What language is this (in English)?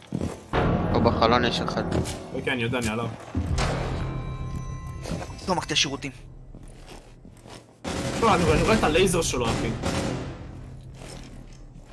Hebrew